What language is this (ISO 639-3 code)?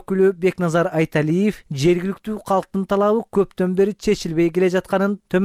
kir